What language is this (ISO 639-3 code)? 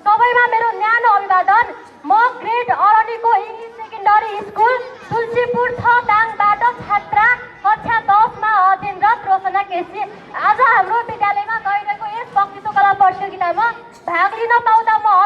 nep